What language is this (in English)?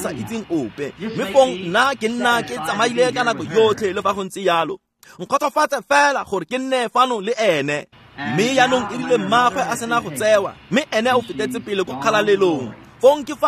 Tswana